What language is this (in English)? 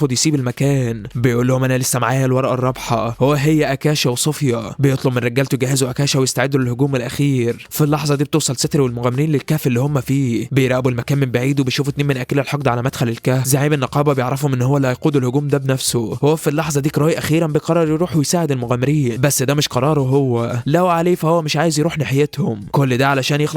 Egyptian Arabic